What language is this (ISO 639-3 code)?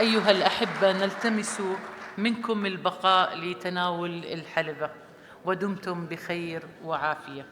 apc